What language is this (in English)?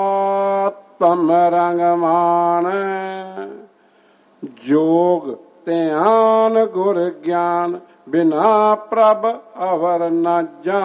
Punjabi